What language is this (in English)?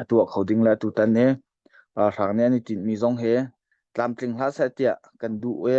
Hakha Chin